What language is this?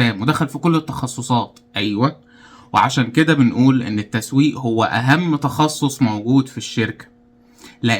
Egyptian Arabic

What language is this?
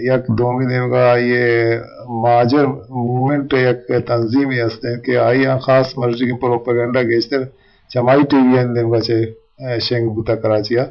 Eastern Balochi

